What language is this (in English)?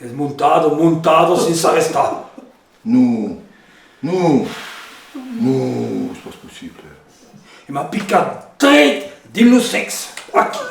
Occitan